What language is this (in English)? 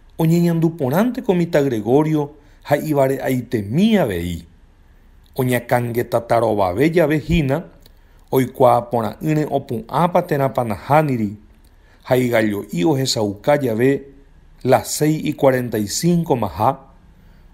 Guarani